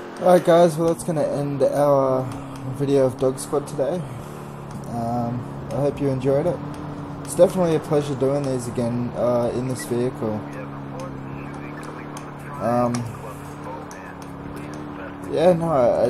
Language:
English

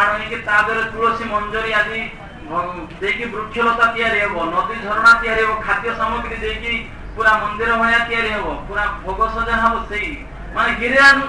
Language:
Odia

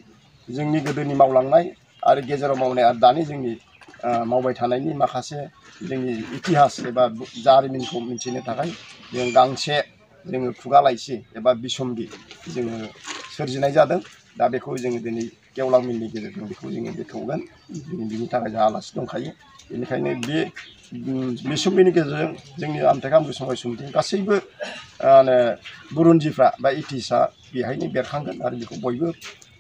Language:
Bodo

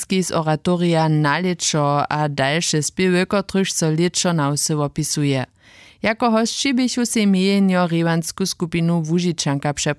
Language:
Upper Sorbian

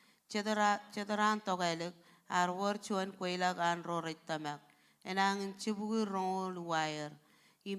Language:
Marshallese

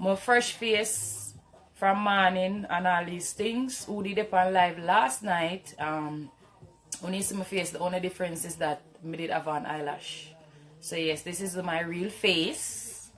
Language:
Jamaican Creole English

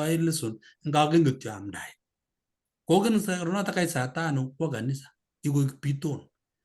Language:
Kalenjin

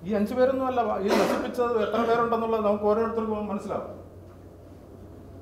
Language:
Malayalam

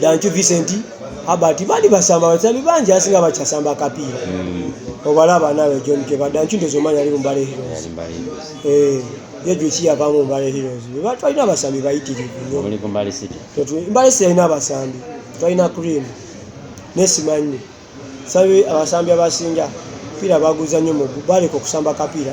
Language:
Ganda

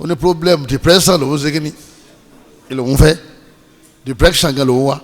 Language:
Yoruba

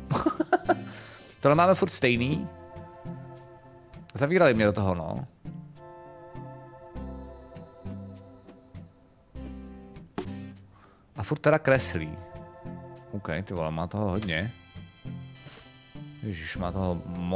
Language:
Czech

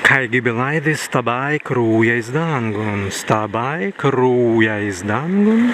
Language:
Prussian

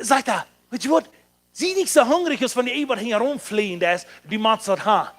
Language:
Plautdietsch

